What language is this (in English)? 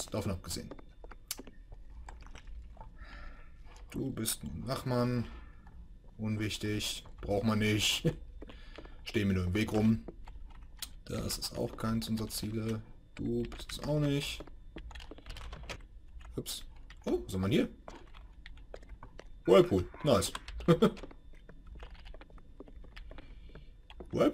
German